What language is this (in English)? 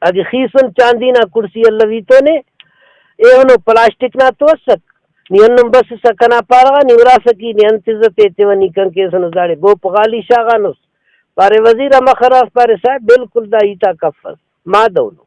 Brahui